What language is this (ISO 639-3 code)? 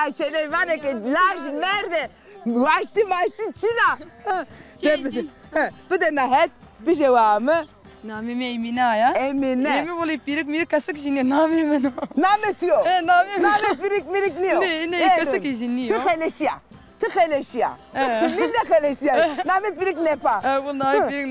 zza